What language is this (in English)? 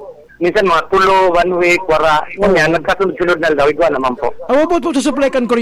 Bikol